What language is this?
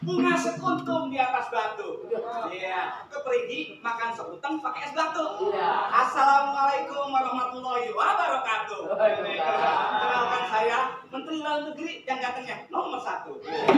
Betawi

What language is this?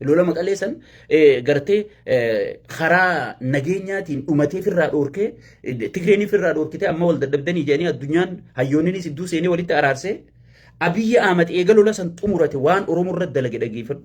Oromo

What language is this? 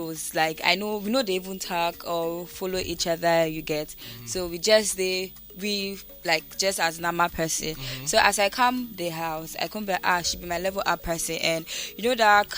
Nigerian Pidgin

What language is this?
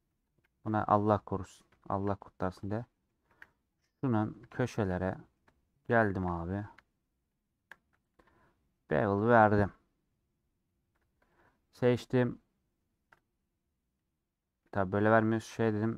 Turkish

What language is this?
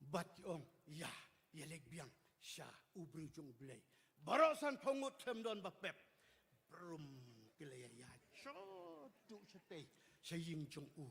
Khasi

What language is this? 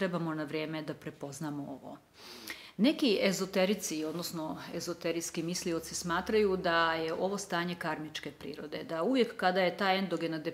Croatian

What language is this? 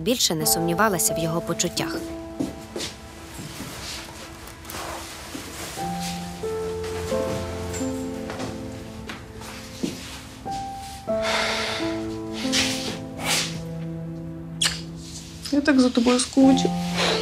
Ukrainian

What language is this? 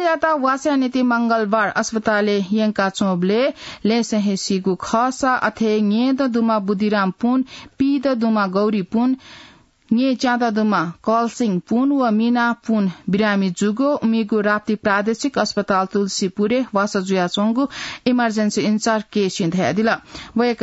Newari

